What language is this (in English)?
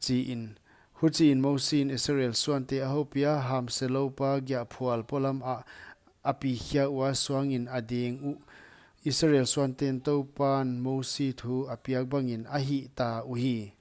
Paite Chin